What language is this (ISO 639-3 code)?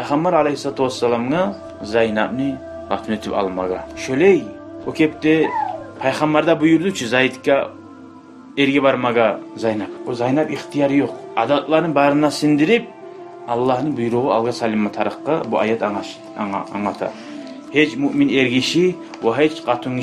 kum